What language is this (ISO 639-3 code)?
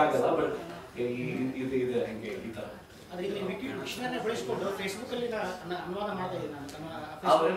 kan